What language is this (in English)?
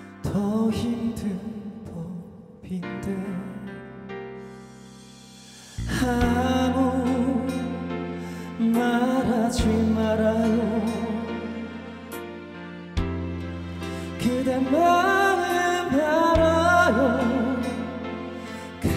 Korean